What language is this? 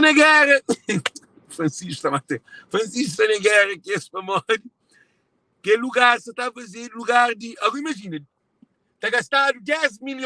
Kabuverdianu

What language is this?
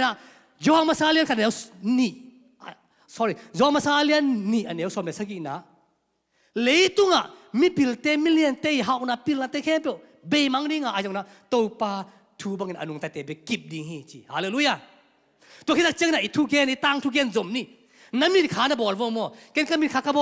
Tedim Chin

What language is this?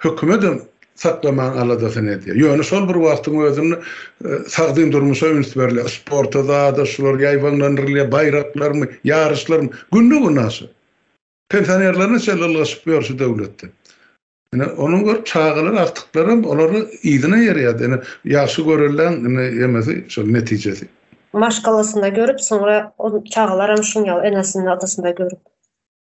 Turkmen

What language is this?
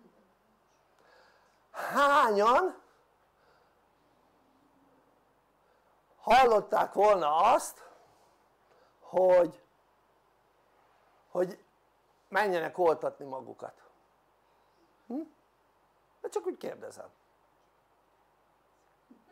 Hungarian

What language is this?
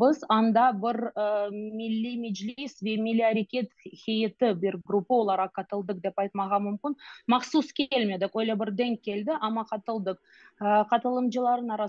Crimean Tatar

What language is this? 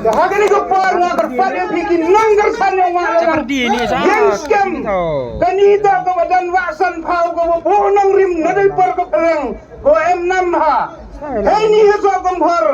Khasi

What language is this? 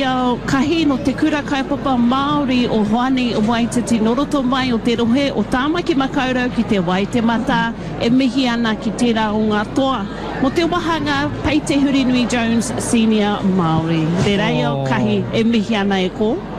Māori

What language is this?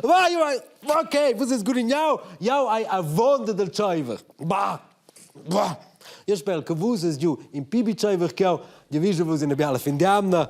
Romansh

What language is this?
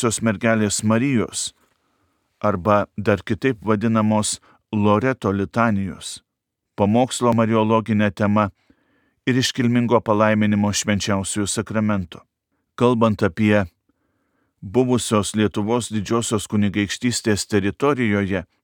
Lithuanian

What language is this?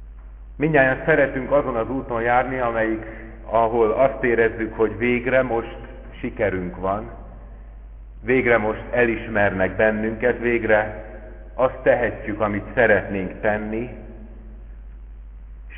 Hungarian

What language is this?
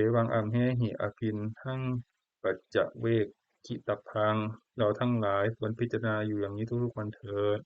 Pali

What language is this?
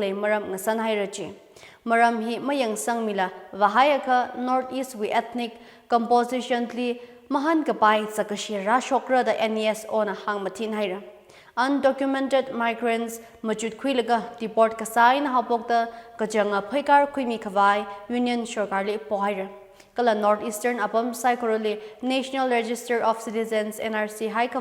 Tangkhul Naga (India)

